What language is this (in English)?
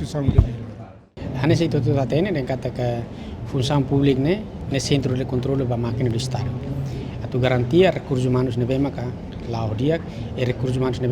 Tetum